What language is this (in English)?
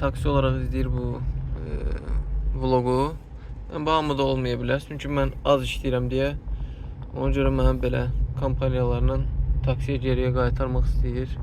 Azerbaijani